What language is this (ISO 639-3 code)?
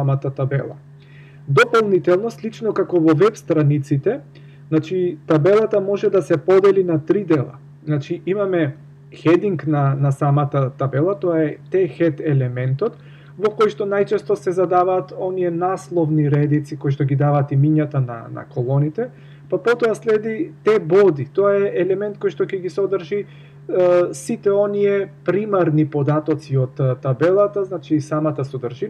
mkd